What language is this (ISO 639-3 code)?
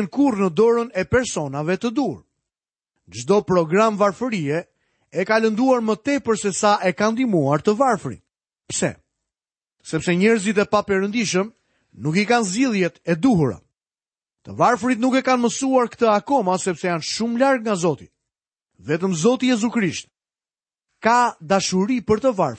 sqi